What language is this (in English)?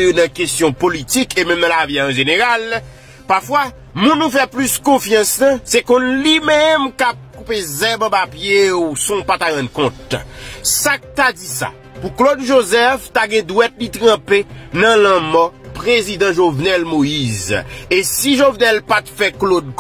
Haitian Creole